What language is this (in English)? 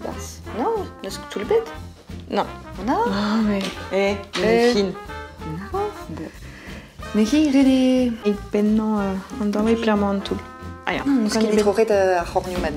Breton